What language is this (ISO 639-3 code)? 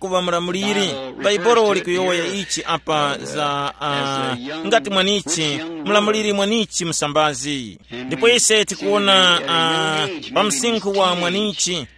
tum